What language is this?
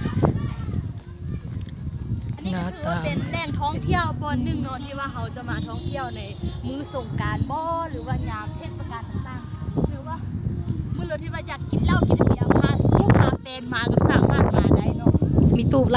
Lao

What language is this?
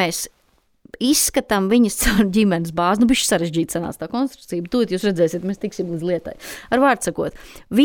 Latvian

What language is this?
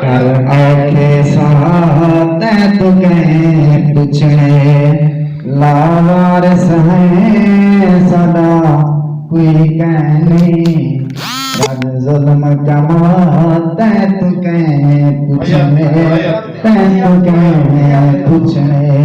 Saraiki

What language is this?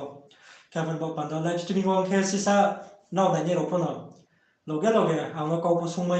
Riang (India)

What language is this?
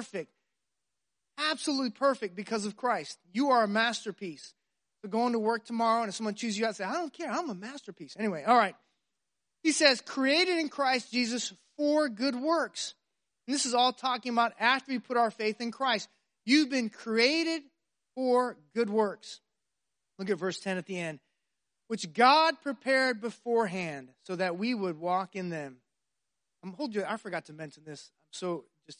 English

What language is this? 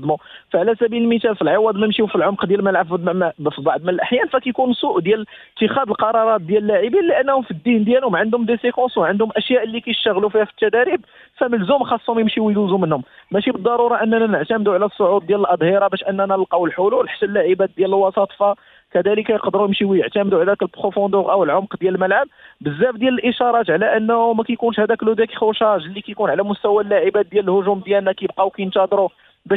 Moroccan Arabic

